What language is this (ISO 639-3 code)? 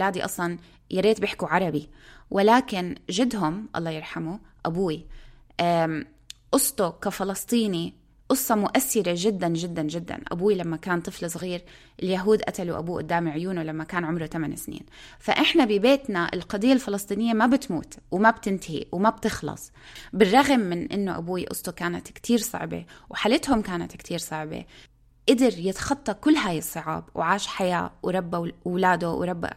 apc